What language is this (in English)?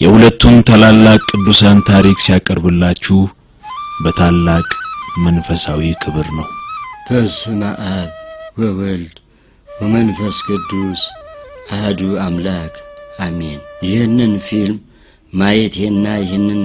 Amharic